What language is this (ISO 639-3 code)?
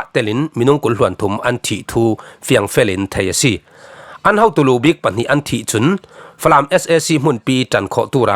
cfm